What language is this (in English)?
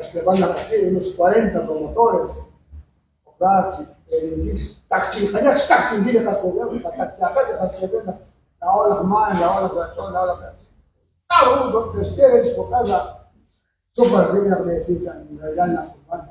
Kekchí